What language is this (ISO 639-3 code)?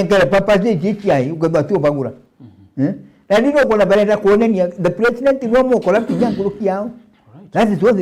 mer